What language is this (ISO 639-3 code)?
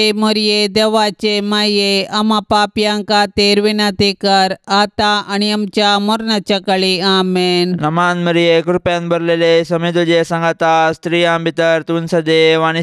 kok